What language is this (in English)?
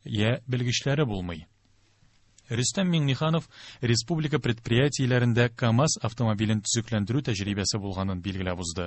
Tatar